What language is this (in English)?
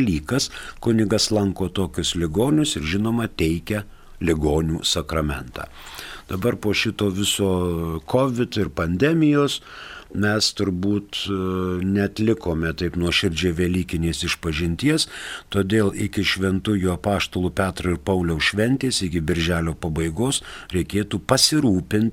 Lithuanian